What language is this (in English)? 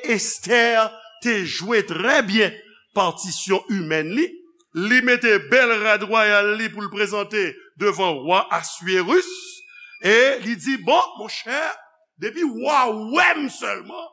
Haitian Creole